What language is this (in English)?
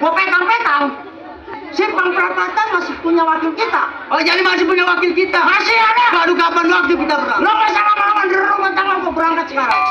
Betawi